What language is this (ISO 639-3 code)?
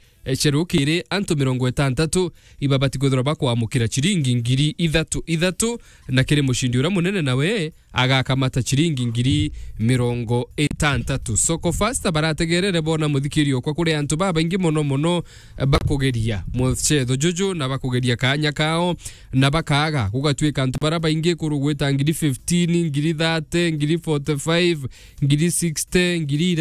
mer